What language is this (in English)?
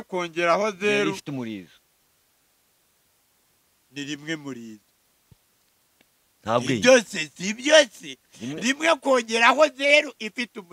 Kinyarwanda